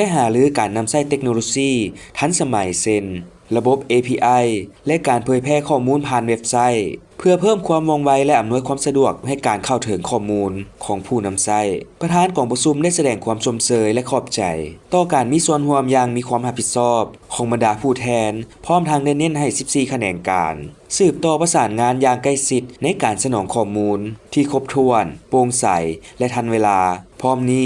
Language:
Lao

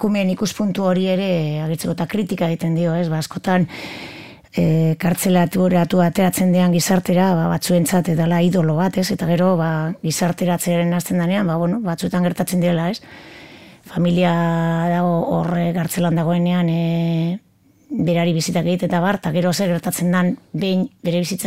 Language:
Basque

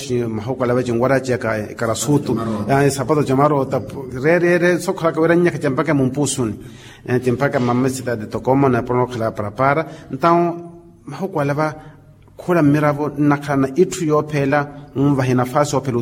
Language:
Makhuwa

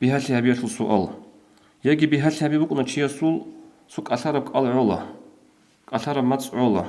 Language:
Avaric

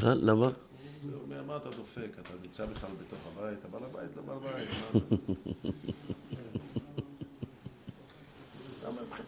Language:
Hebrew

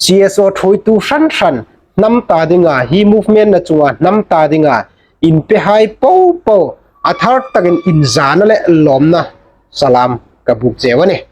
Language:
Hmar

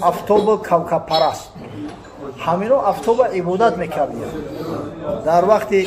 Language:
Tajik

